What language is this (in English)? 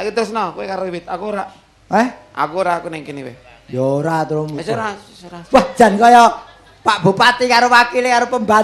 Javanese